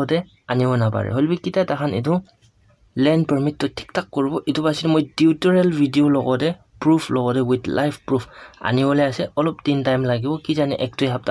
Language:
Naga Pidgin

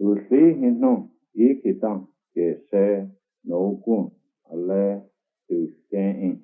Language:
Cherokee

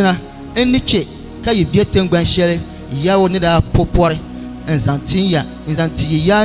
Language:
Dagbani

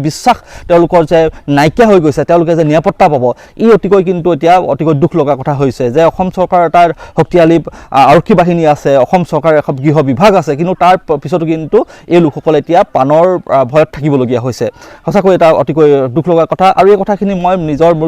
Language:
Assamese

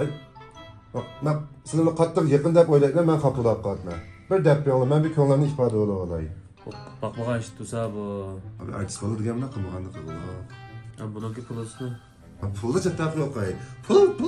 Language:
Uyghur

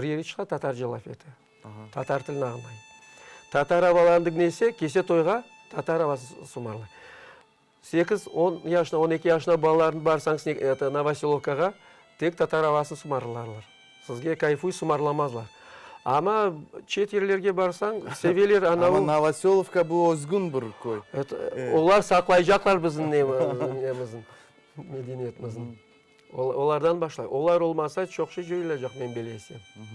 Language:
Crimean Tatar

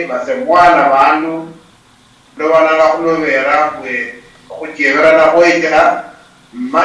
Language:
Luyia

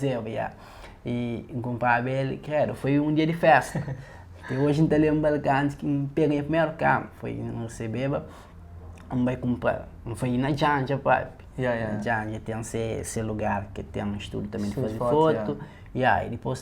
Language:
Kabuverdianu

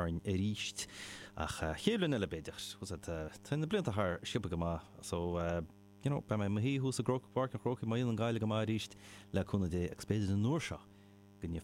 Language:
Irish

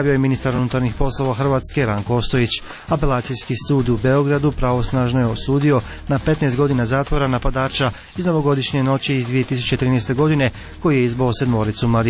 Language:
Croatian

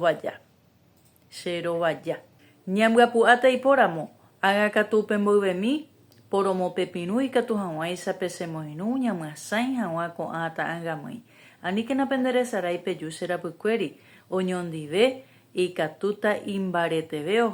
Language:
Guarani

